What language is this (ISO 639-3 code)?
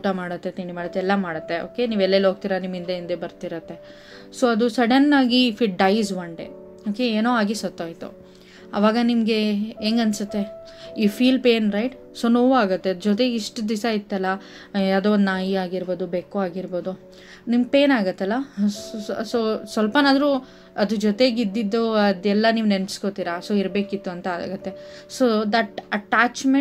kan